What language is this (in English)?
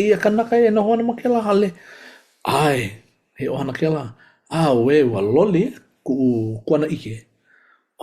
Hawaiian